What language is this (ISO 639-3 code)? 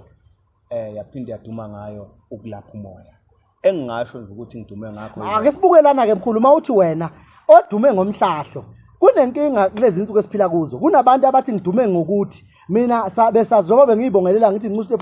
zul